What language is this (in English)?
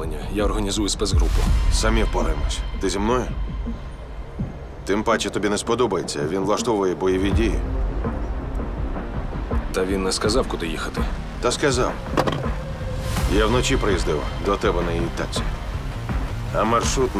Ukrainian